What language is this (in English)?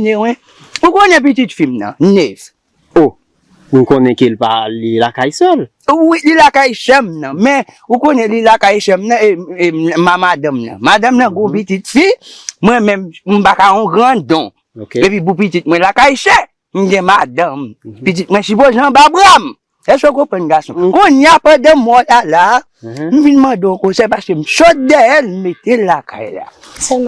Haitian Creole